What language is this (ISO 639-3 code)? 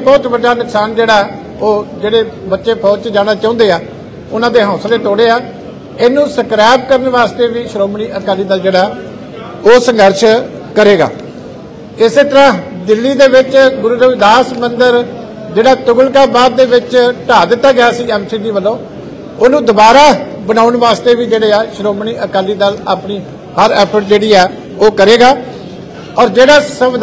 pan